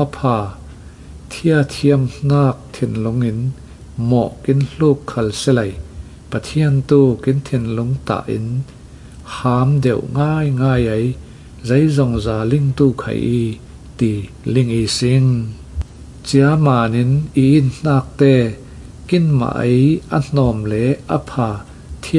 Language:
Falam Chin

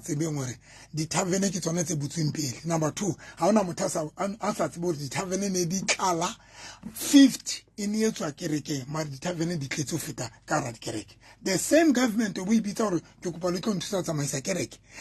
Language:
Southern Sotho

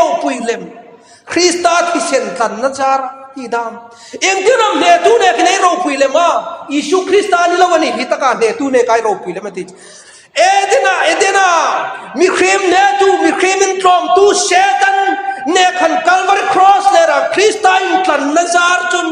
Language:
Hmar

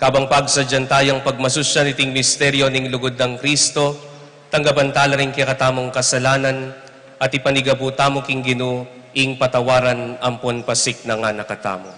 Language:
Pampanga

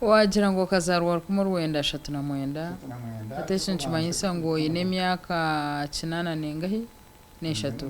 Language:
Nyankole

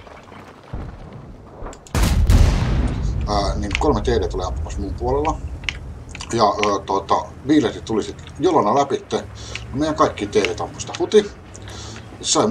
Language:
Finnish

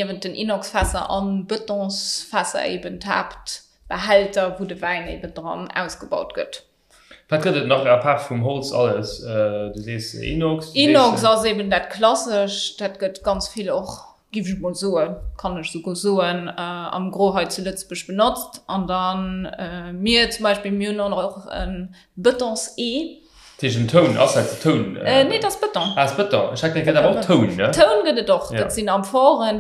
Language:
Luxembourgish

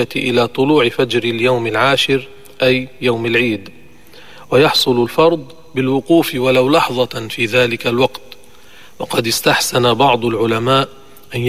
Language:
Arabic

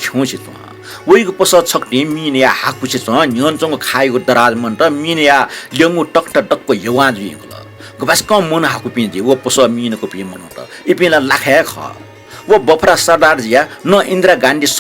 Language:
Newari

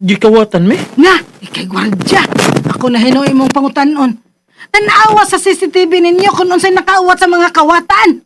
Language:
Cebuano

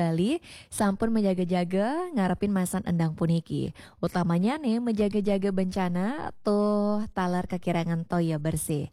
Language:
Balinese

